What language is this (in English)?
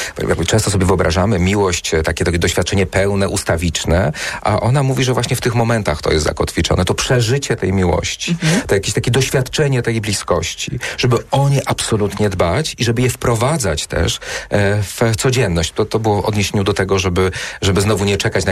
Polish